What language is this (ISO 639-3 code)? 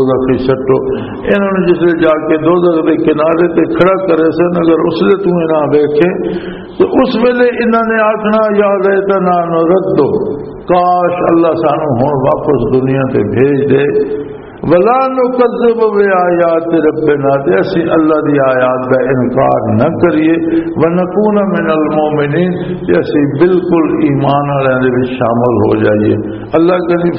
lah